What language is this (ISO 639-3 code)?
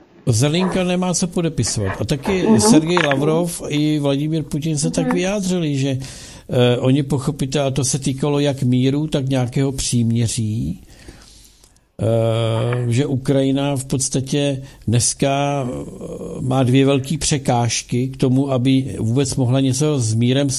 ces